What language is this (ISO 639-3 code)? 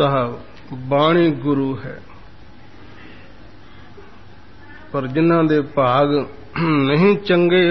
pan